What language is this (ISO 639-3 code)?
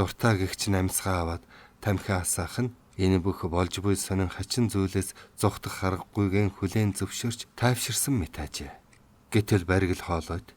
mon